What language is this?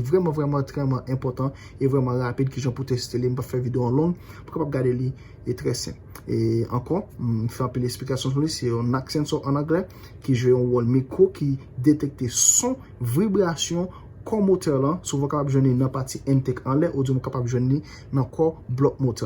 Haitian Creole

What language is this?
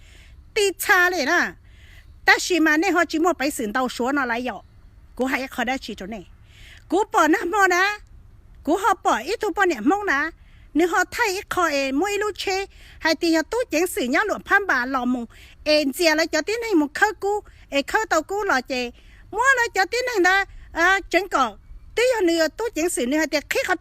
Hmong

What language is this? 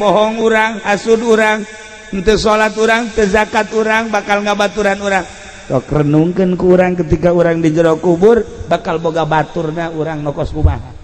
Sundanese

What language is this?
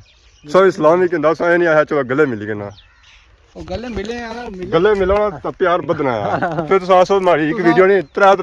Pahari-Potwari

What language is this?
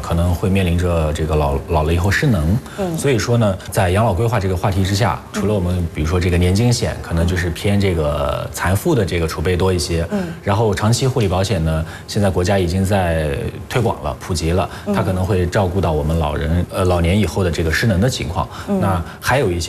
Chinese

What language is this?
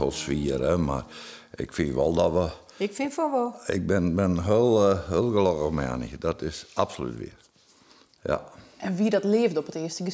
Western Frisian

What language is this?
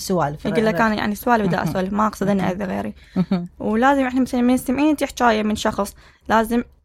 Mesopotamian Arabic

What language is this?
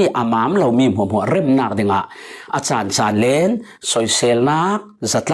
Falam Chin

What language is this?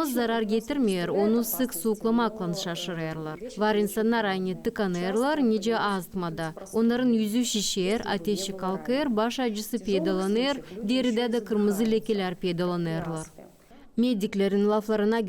Gagauz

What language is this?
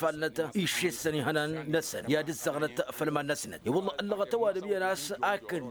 Tamasheq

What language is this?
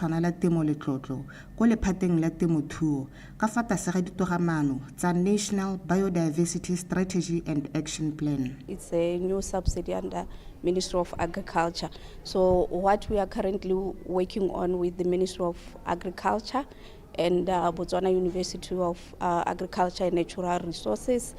Tswana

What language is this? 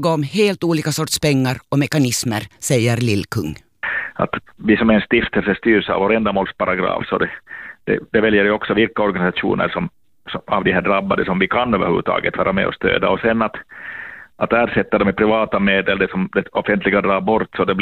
Swedish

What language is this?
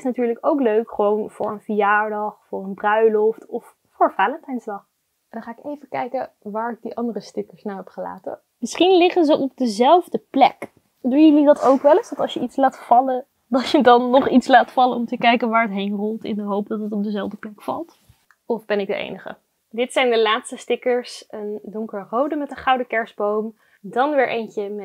Dutch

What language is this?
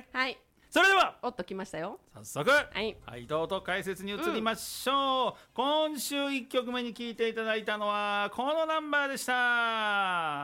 Japanese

